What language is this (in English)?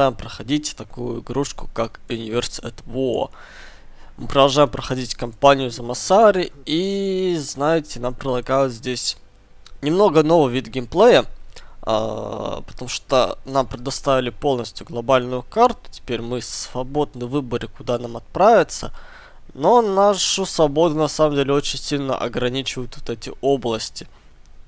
Russian